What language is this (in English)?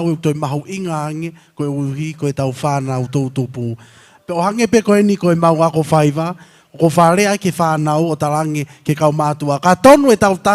Tongan